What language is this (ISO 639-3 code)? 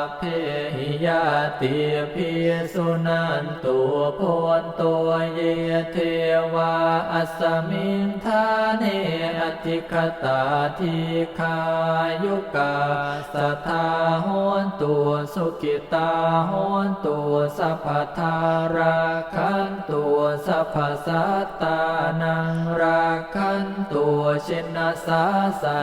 pli